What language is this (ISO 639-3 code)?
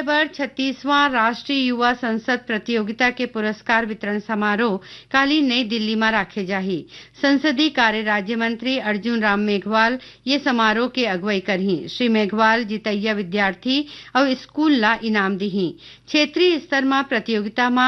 hne